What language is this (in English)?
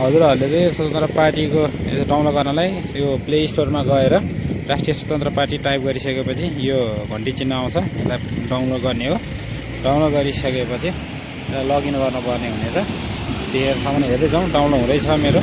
Nepali